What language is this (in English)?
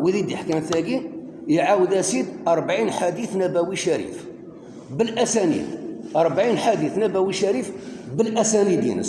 Kabyle